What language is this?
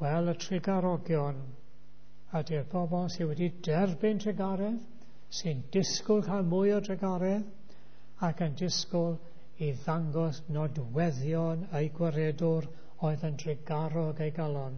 Welsh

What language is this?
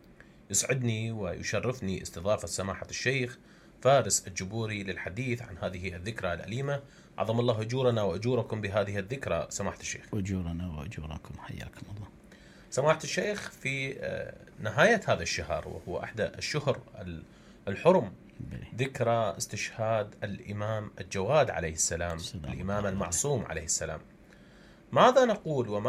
Mesopotamian Arabic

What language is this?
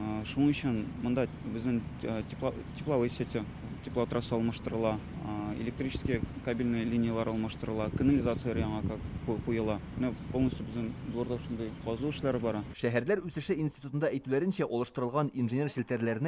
Tatar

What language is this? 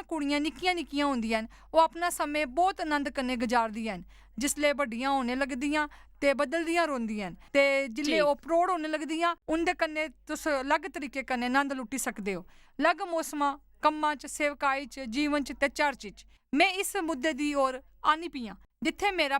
Dogri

